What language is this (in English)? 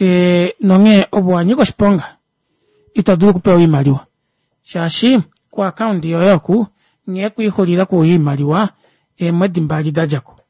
Kuanyama